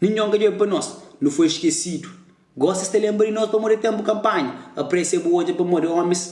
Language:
Kabuverdianu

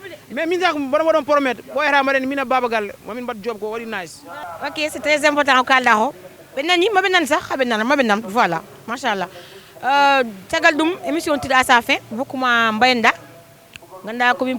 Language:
Fula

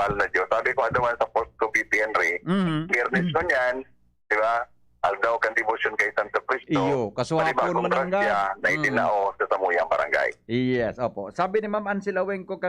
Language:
Bikol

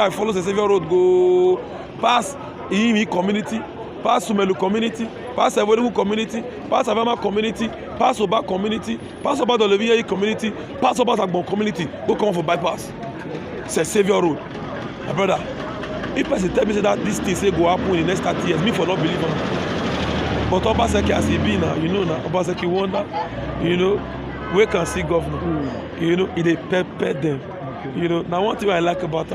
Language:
Nigerian Pidgin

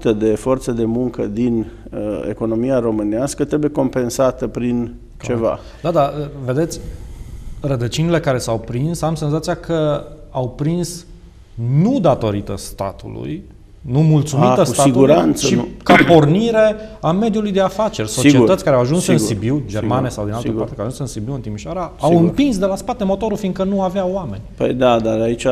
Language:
Romanian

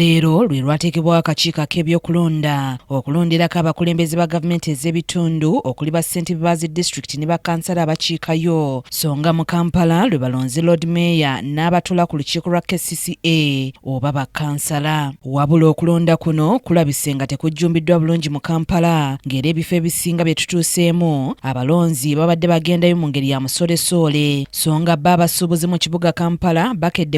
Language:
Ganda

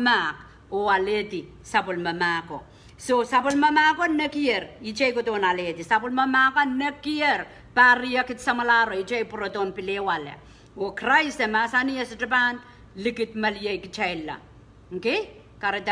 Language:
Pohnpeian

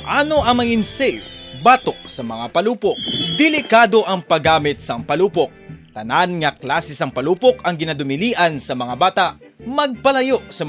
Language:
Hiligaynon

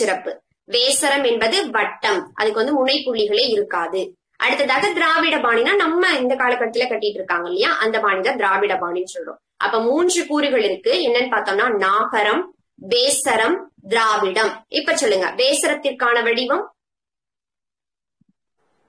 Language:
Tamil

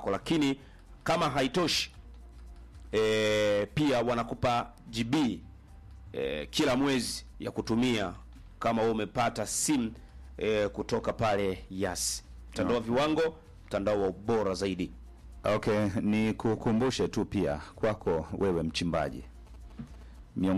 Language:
Swahili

